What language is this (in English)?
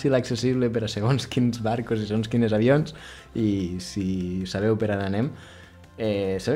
Catalan